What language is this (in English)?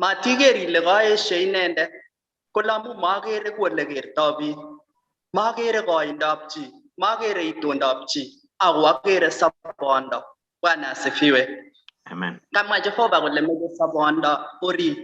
Kalenjin